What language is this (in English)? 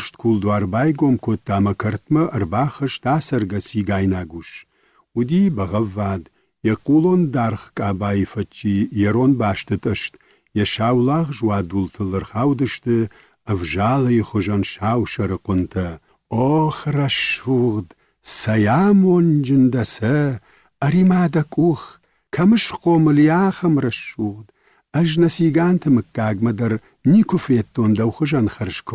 Ossetic